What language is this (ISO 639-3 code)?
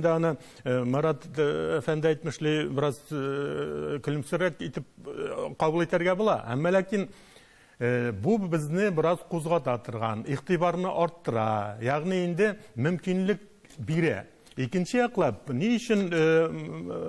tat